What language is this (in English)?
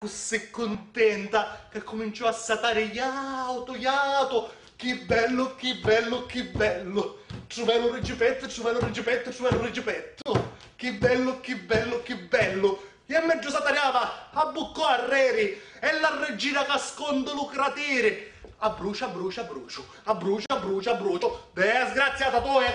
Sicilian